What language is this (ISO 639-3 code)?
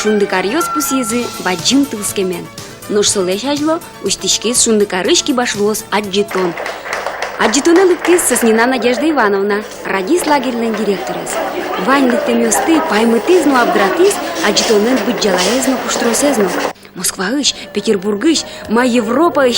udm